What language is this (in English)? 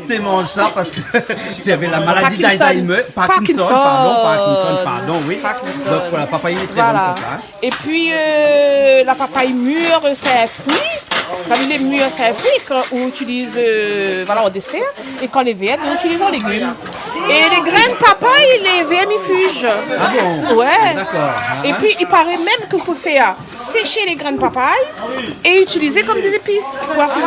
Réunion Creole French